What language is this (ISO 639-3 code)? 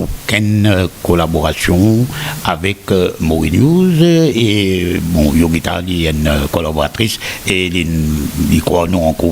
mfe